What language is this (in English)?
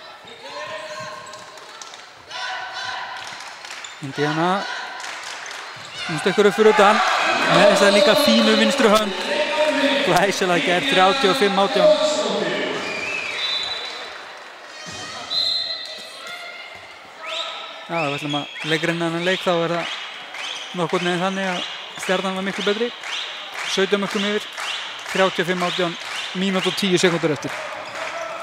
Icelandic